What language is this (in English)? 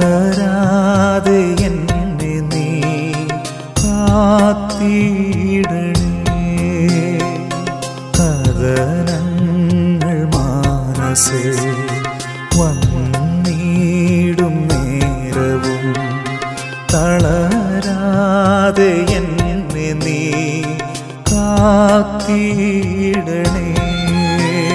Malayalam